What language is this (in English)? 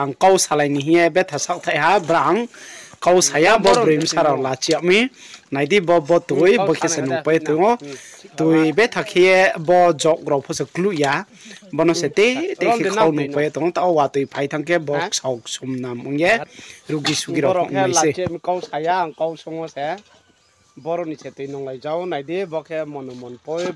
Riang (India)